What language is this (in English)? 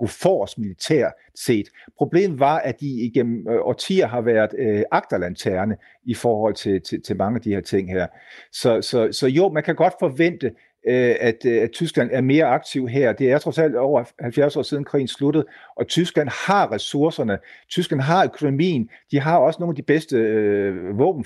Danish